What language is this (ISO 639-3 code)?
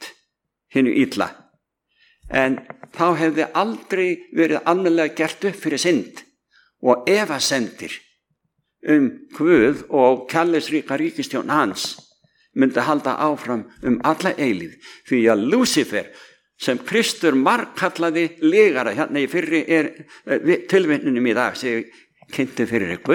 isl